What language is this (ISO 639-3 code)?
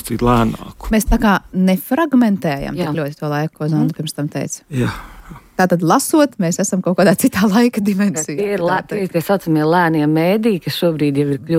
lav